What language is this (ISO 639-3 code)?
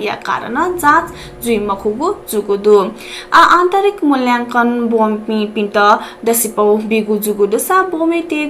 new